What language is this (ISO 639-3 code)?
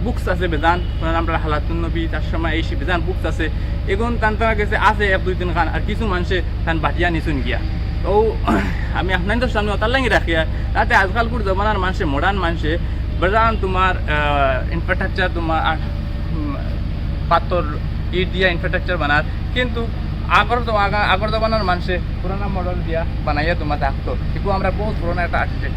syl